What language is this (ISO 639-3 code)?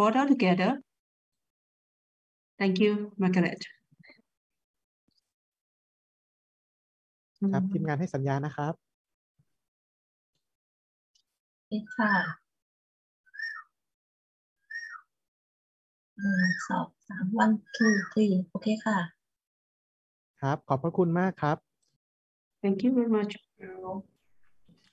tha